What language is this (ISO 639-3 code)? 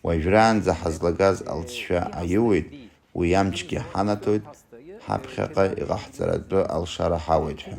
abk